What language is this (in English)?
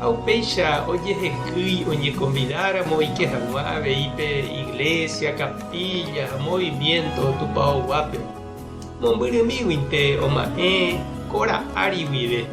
Guarani